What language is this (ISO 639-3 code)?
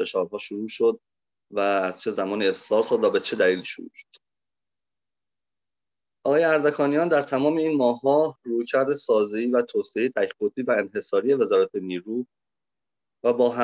fas